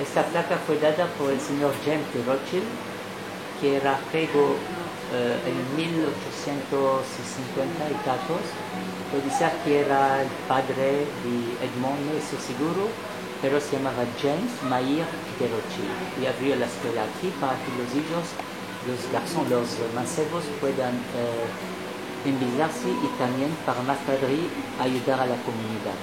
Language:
Ladino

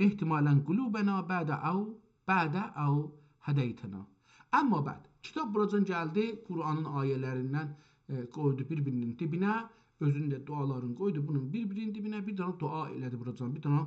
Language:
South Azerbaijani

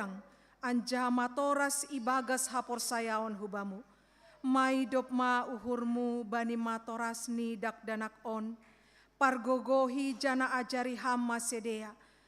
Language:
Batak Simalungun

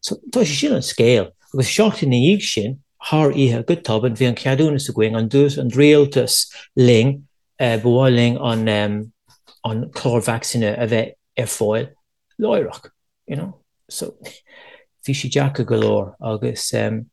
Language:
Irish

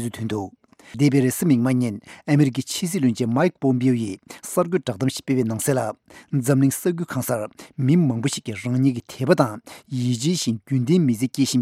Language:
Tibetan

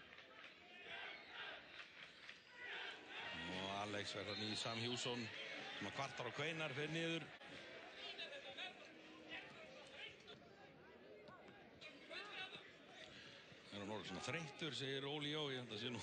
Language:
Icelandic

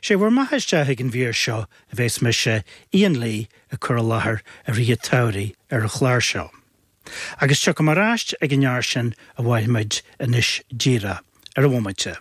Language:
Irish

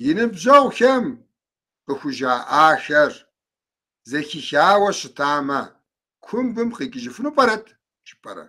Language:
Kabardian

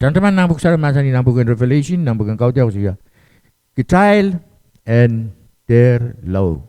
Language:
Pohnpeian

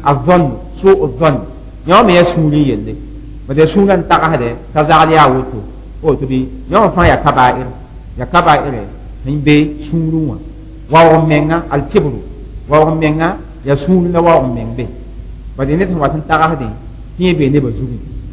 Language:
Mossi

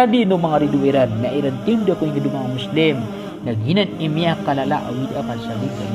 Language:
Maranao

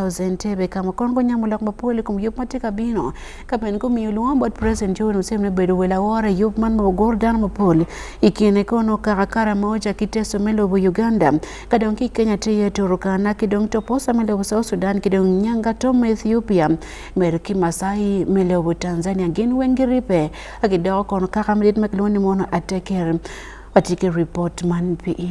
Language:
Acoli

